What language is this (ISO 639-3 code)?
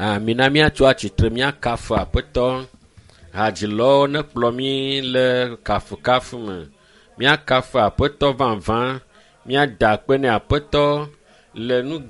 ewe